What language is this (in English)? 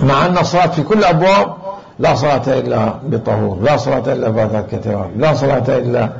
Mesopotamian Arabic